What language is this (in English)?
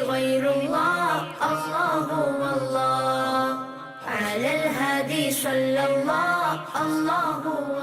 Ingush